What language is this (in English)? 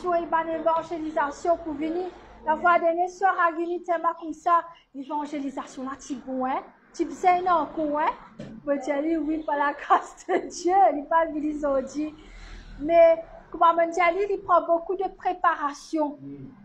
Morisyen